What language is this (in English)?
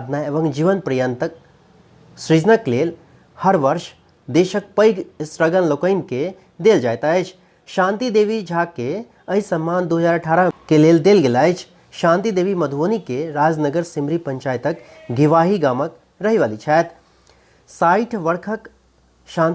Maithili